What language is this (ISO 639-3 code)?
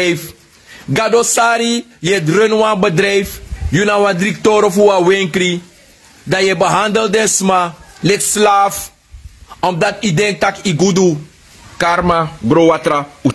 srn